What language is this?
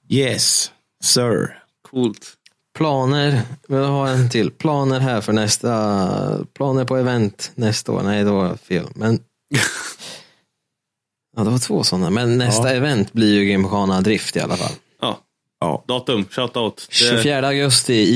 Swedish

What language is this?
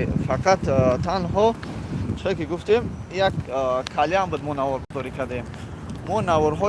Tajik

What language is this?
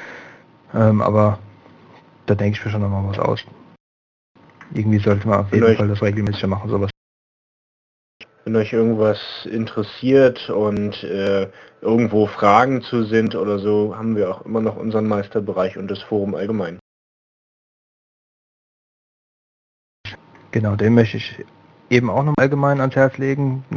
German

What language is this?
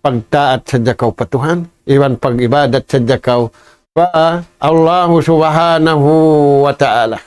Tausug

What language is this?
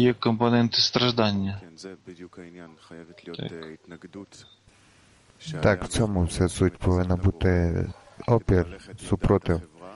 Ukrainian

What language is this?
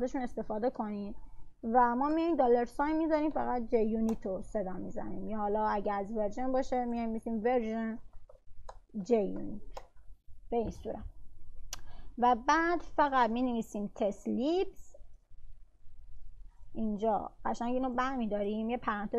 Persian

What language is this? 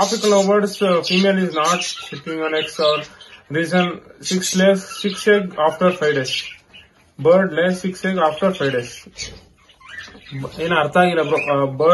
Kannada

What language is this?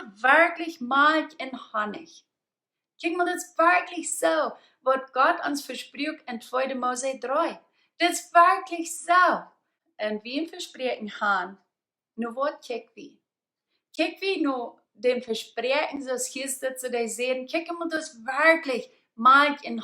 Plautdietsch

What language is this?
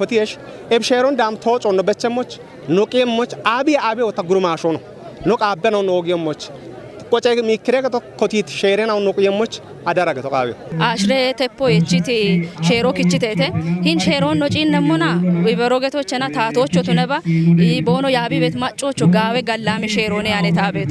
Kafa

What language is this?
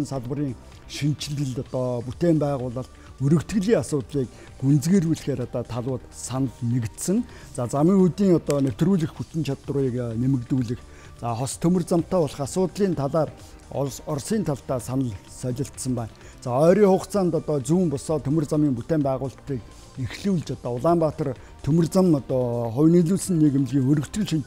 Mongolian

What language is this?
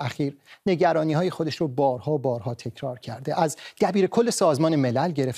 Persian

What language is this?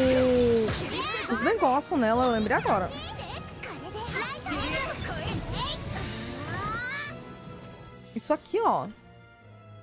Portuguese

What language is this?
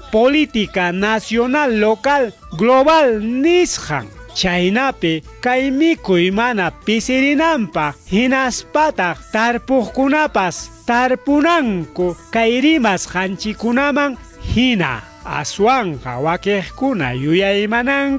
Ayacucho Quechua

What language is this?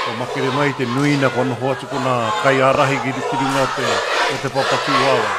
Māori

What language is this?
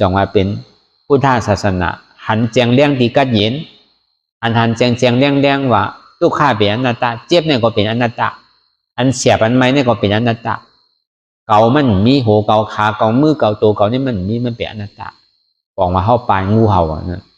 Shan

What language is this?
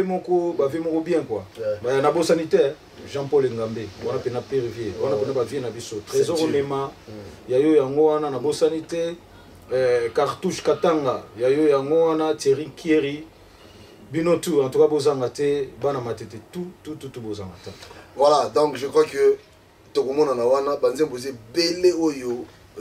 Lingala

